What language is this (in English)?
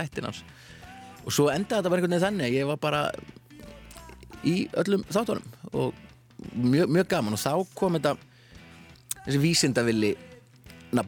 Icelandic